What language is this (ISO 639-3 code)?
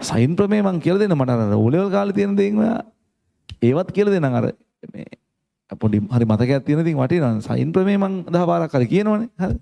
sin